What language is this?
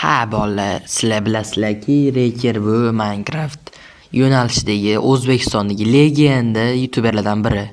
Uzbek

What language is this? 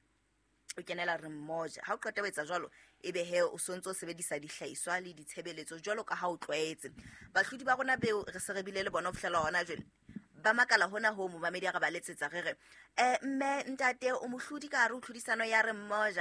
Southern Sotho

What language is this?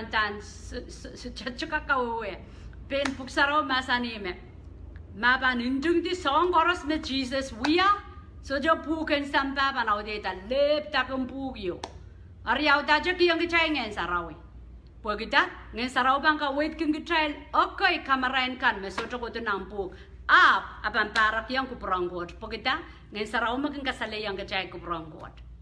Pohnpeian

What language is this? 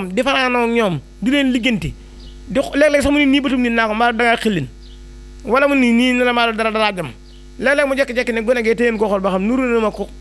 Wolof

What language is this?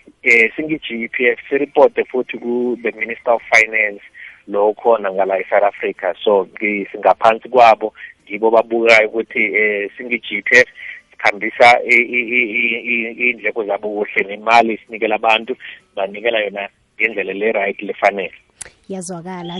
South Ndebele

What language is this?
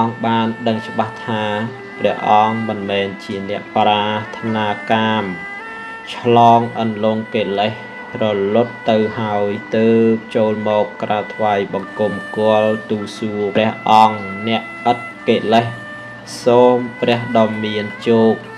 Khmer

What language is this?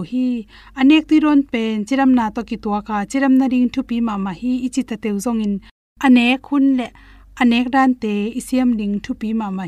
Tedim Chin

